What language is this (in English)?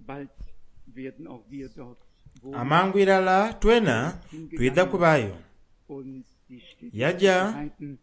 Soga